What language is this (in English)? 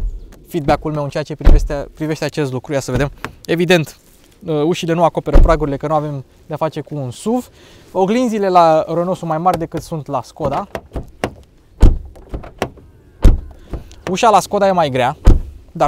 Romanian